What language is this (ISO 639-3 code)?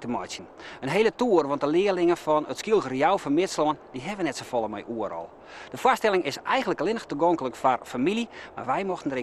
fry